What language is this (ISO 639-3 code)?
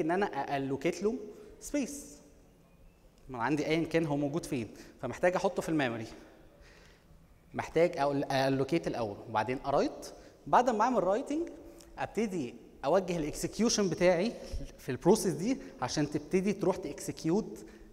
arz